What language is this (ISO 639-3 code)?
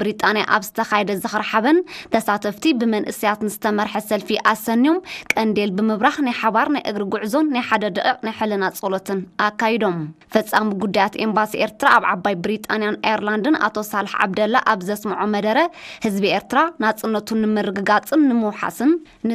tir